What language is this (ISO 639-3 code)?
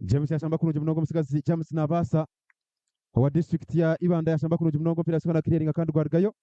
nyn